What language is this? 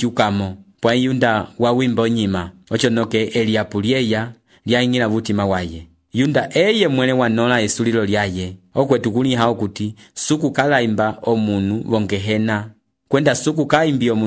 Umbundu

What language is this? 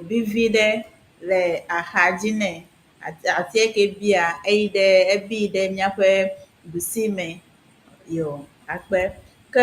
Ewe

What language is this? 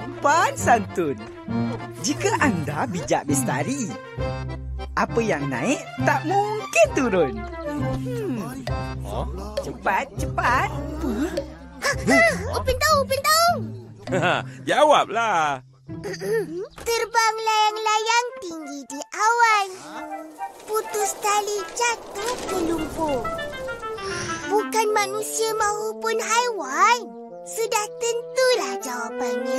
Malay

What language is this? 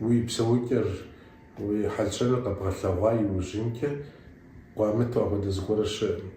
Kabardian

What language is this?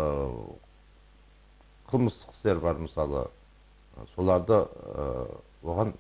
Kazakh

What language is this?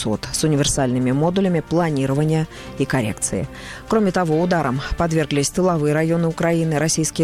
Russian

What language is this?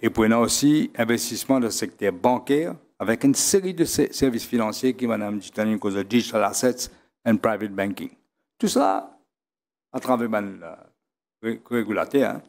Morisyen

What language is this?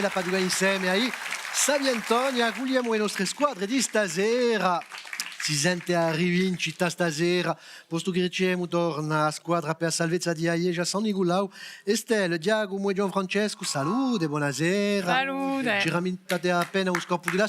Corsican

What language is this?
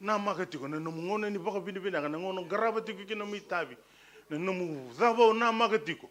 Fijian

